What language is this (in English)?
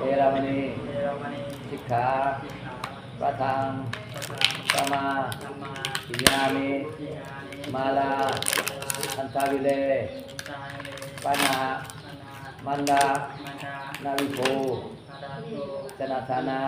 Pali